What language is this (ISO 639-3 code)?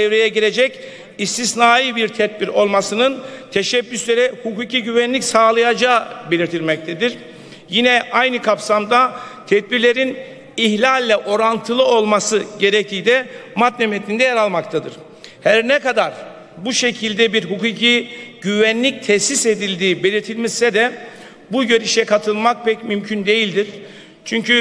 tur